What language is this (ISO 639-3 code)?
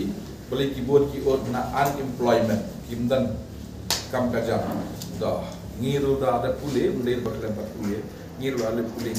kha